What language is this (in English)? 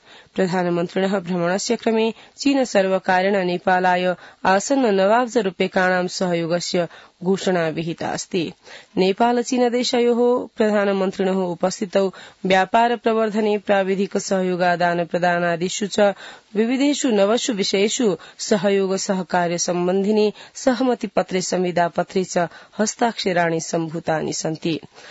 Sanskrit